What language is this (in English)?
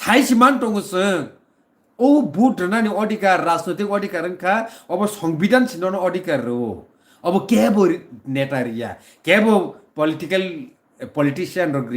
Kok Borok